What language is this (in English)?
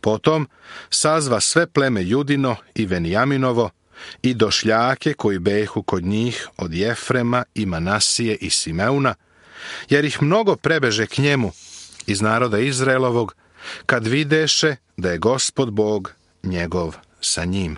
Serbian